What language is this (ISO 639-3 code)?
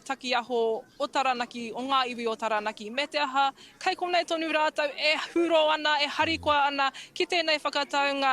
mri